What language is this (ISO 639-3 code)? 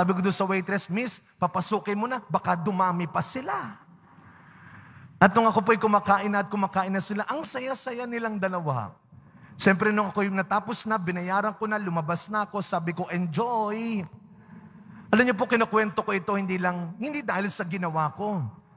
fil